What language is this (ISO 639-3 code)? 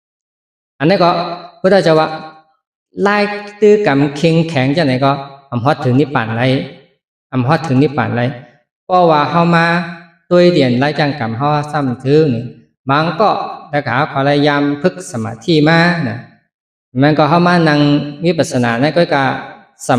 shn